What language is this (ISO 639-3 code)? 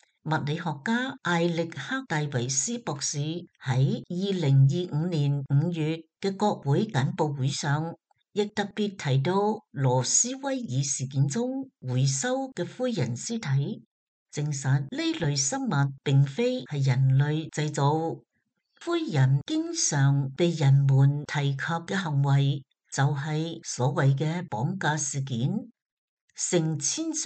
yue